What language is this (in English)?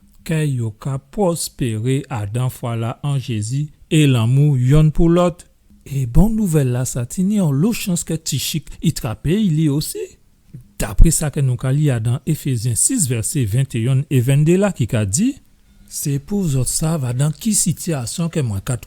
Guadeloupean Creole French